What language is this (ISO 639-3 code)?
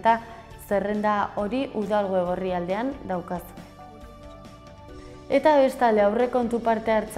eus